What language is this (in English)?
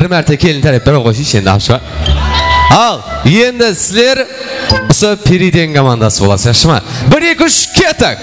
Kara-Kalpak